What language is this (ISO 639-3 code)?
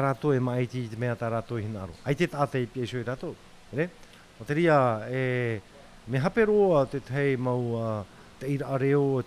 tah